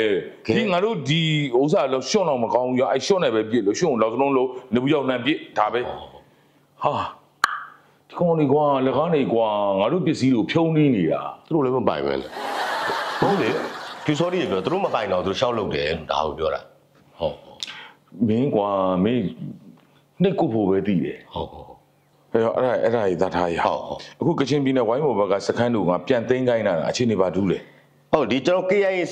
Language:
Burmese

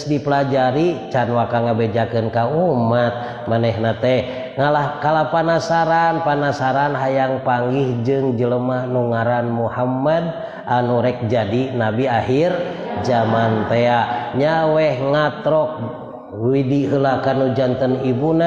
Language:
Sundanese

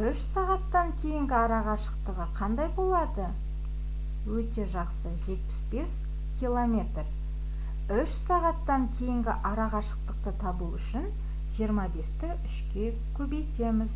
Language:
Kazakh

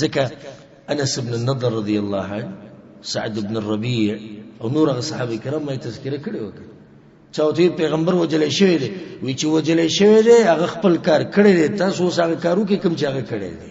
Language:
Pashto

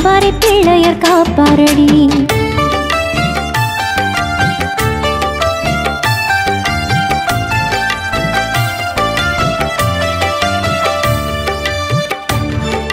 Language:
Tamil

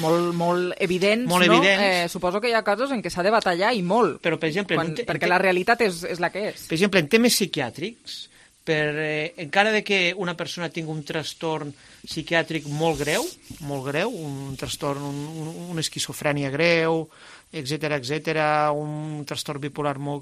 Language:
Catalan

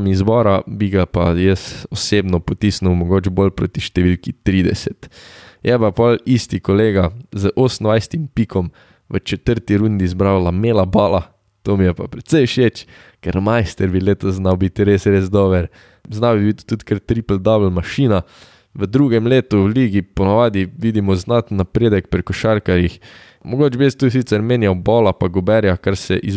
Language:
Slovenian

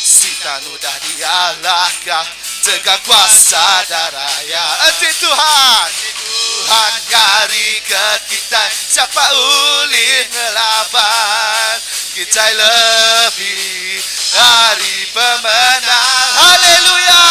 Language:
Iban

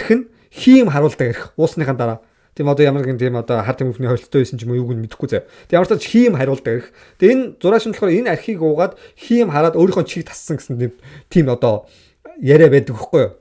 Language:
Mongolian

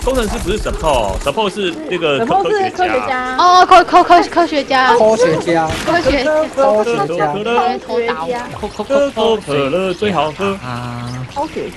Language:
Chinese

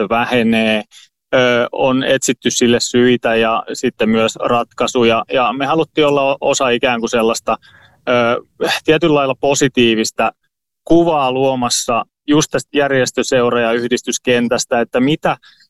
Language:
Finnish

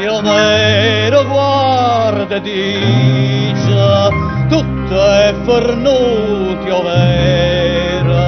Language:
Neapolitan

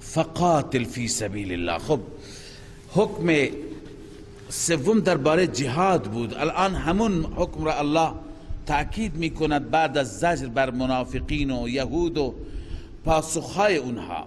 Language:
Persian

